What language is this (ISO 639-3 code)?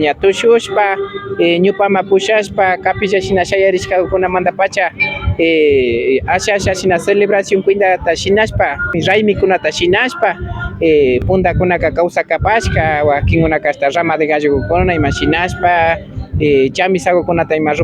qvi